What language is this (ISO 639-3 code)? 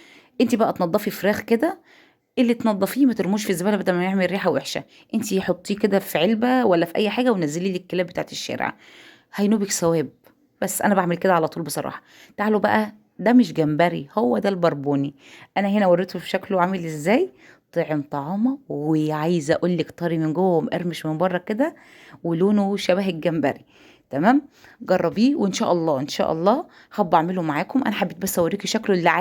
arz